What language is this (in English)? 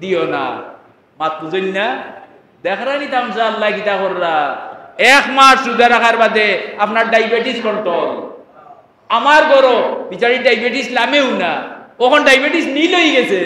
Sylheti